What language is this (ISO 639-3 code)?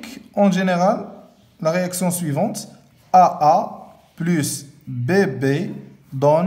fra